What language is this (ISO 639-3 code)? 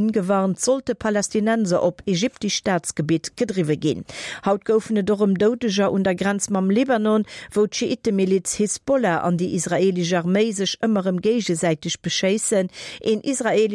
ltz